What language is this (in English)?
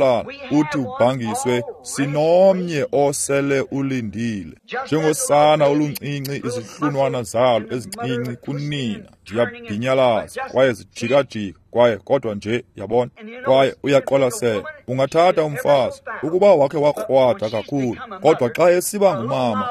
Xhosa